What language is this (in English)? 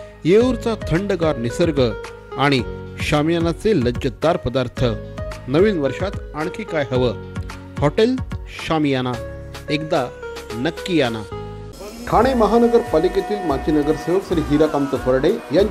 Marathi